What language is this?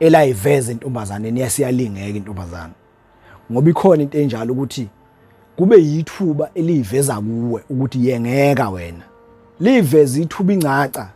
Zulu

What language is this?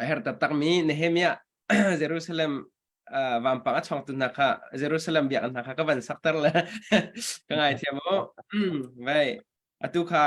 Hakha Chin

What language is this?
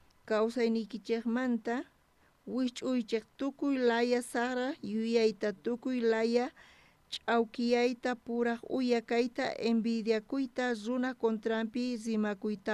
South Bolivian Quechua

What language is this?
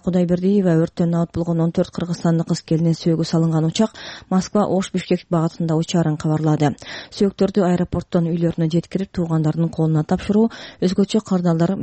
Kyrgyz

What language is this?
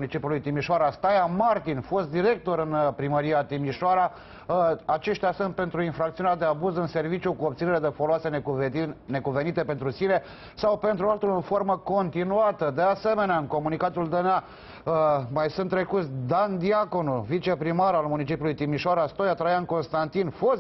Romanian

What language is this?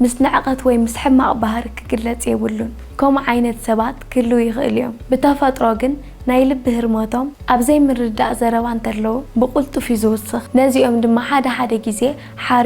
Tigrinya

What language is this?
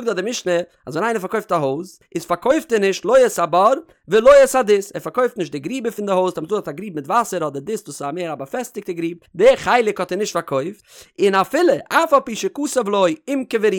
Yiddish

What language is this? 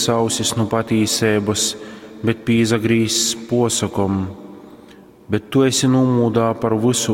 Latgalian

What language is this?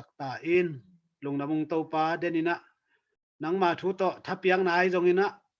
Tedim Chin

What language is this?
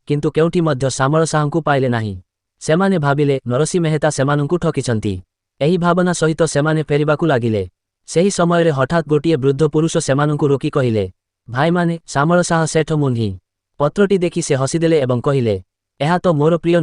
Odia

